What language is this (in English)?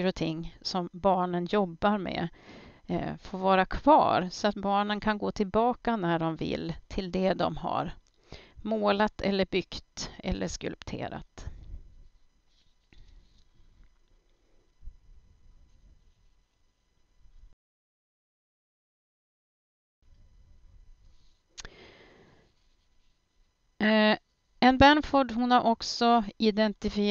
Swedish